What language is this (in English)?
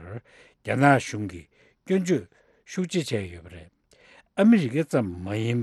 Tibetan